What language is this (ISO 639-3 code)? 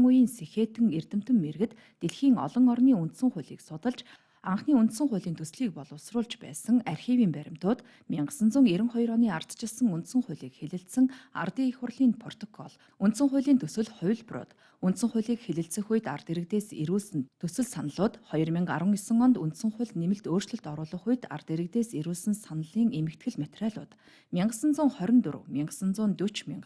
mon